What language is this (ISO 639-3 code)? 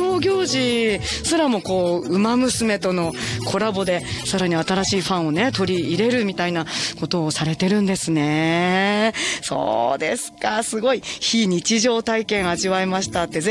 jpn